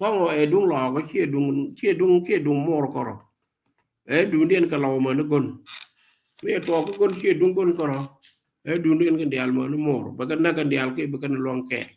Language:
Nuer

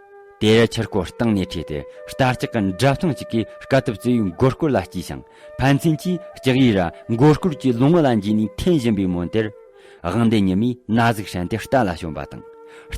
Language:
Tibetan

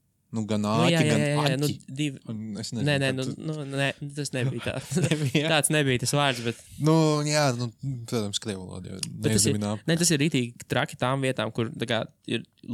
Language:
Latvian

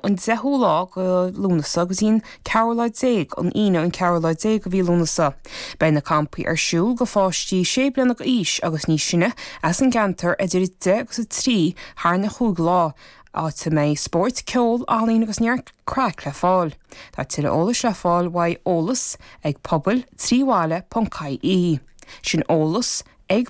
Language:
Irish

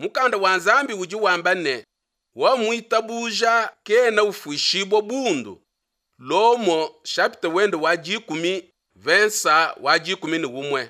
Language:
Luba-Lulua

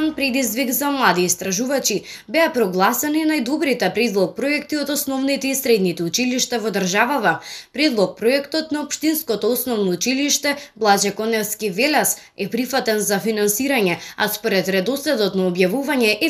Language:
Macedonian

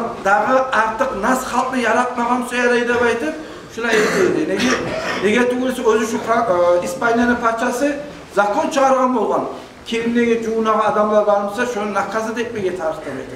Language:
Kumyk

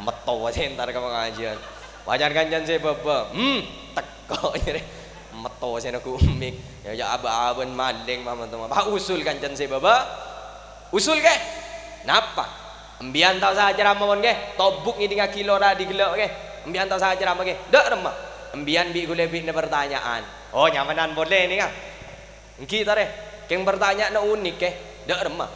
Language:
Madurese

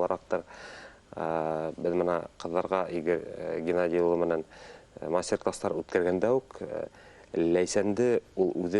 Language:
Bashkir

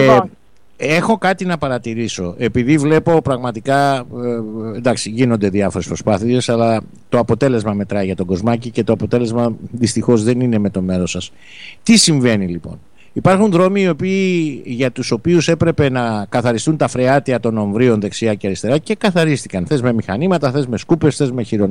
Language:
Greek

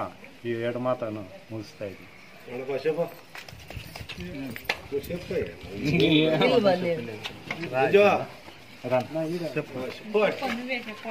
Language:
Kannada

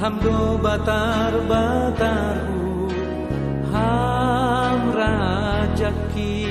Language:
Batak Simalungun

